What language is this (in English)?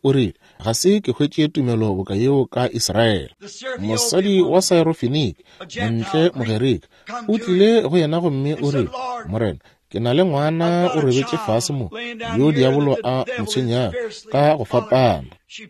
Northern Sotho